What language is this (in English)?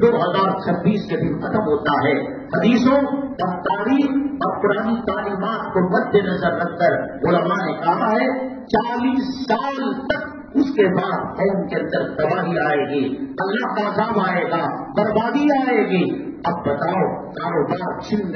Urdu